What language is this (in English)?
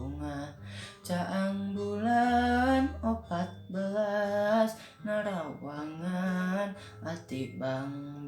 Sundanese